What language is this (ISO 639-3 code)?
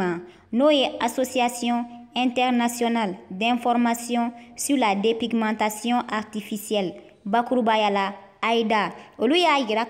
bam